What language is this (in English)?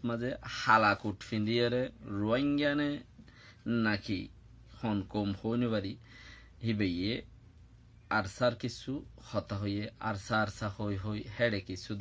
Rohingya